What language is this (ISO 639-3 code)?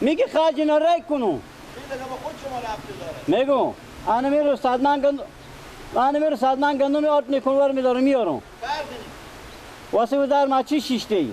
fas